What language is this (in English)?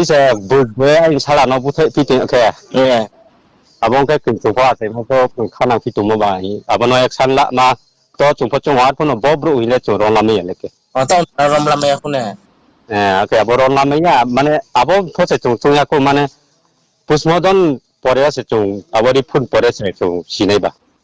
Riang (India)